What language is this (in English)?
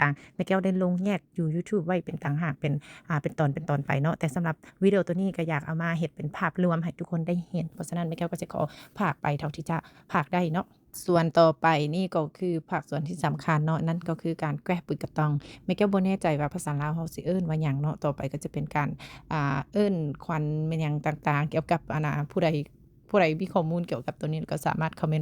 Lao